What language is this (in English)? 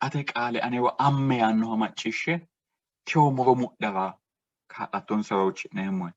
Sidamo